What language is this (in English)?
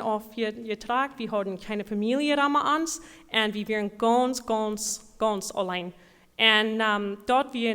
Plautdietsch